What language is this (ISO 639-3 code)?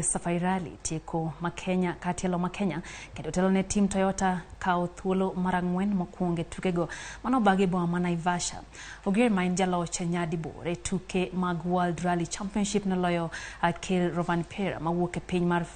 luo